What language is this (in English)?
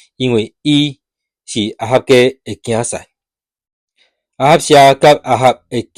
Min Nan Chinese